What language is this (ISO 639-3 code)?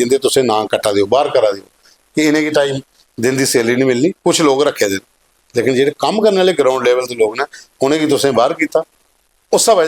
doi